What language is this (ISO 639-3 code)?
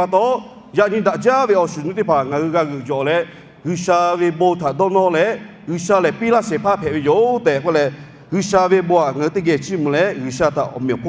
lhu